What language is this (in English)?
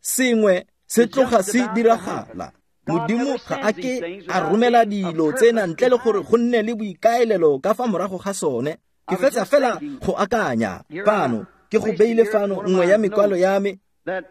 Tswana